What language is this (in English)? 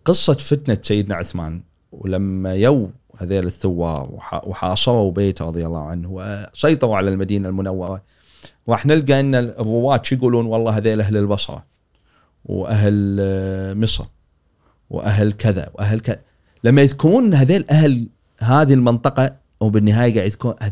Gulf Arabic